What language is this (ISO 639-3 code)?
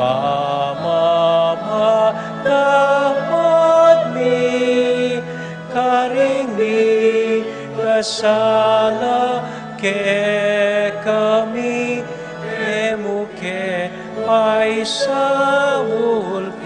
pam